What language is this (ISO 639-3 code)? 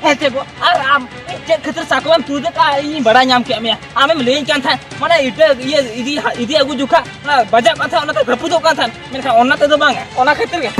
sat